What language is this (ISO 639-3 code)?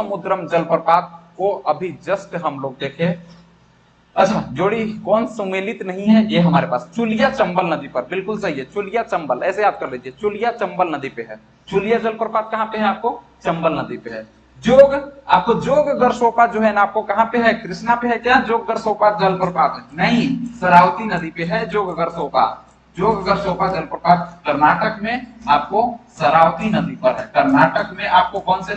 hin